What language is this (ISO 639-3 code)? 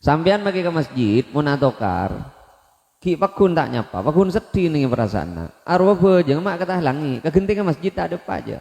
mad